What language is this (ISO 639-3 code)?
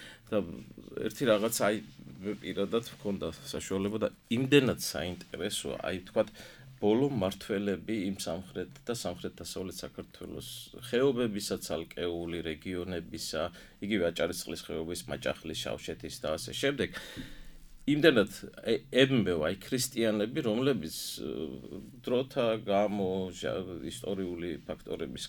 kat